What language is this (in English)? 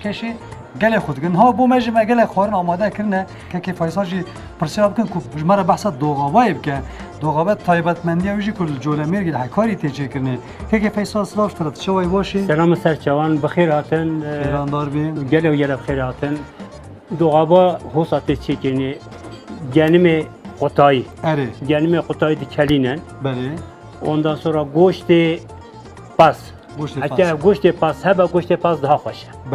Kurdish